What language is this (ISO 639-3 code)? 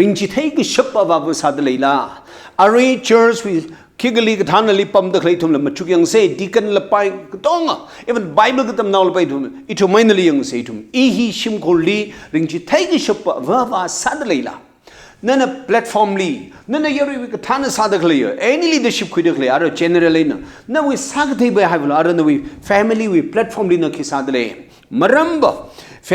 nmf